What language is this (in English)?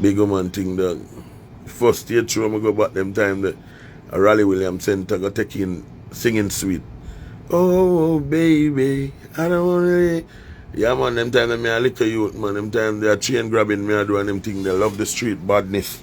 Jamaican Creole English